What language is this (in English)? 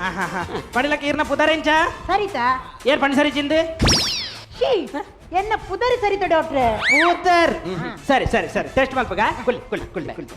Tulu